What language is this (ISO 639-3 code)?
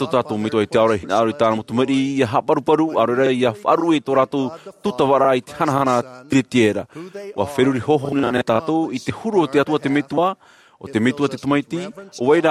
tah